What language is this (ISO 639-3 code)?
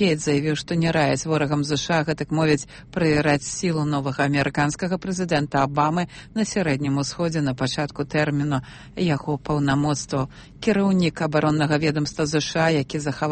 bel